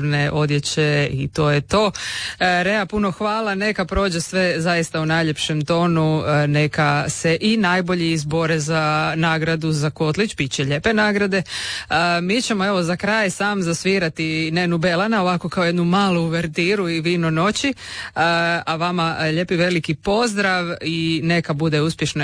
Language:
Croatian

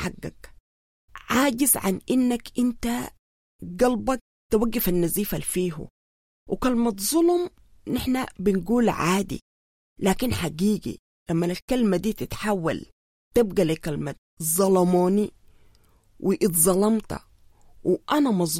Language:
Sudanese Arabic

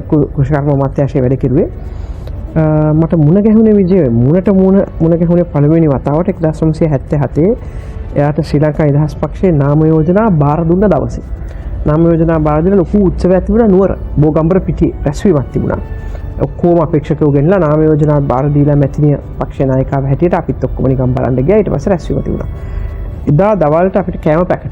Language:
Sinhala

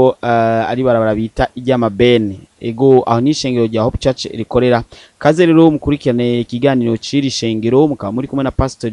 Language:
Rundi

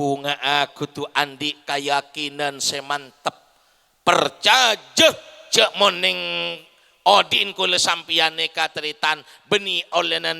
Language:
Madurese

